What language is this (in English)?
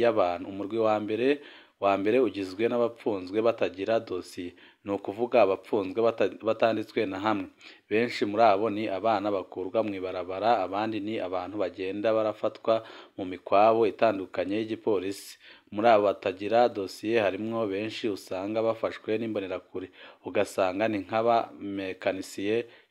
Rundi